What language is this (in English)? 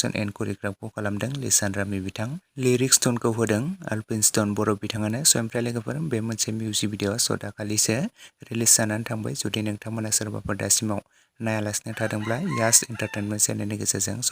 Bodo